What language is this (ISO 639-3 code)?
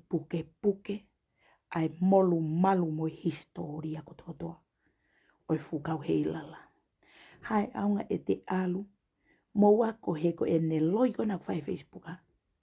ton